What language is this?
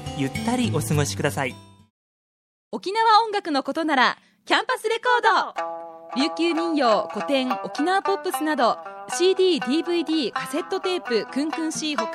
Japanese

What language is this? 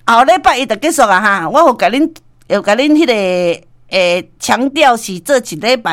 Min Nan Chinese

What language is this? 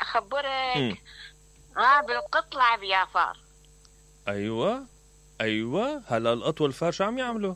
Mesopotamian Arabic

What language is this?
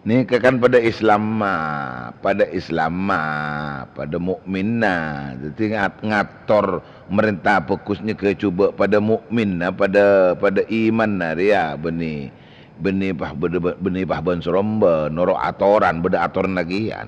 Madurese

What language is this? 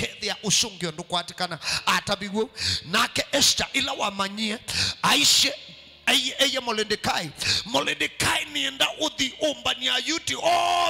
Kamba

